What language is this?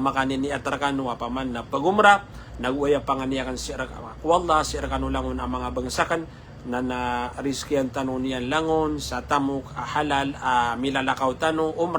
Maranao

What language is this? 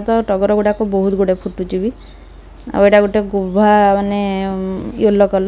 Odia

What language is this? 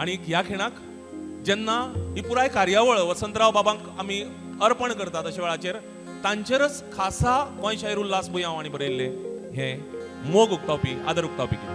Konkani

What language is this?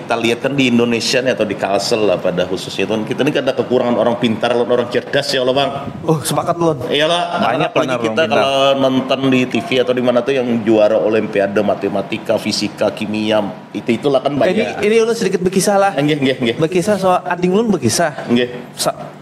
Banjar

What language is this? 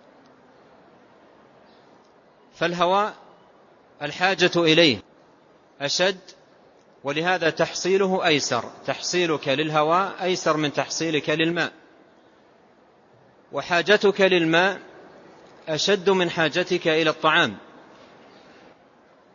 Arabic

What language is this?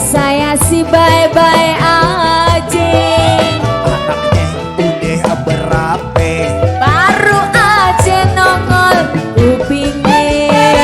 Betawi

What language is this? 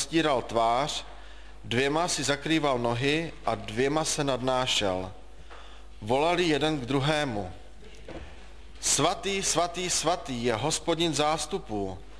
Czech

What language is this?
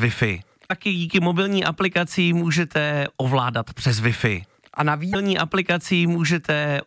Czech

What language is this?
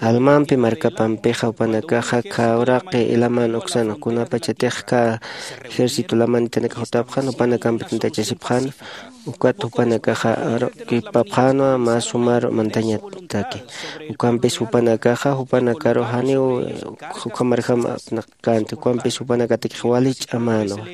Aymara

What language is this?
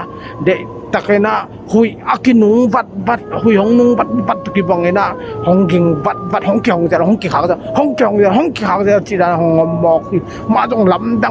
Tedim Chin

